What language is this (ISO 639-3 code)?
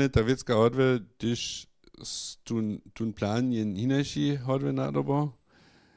hsb